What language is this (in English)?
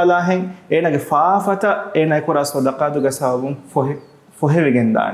Divehi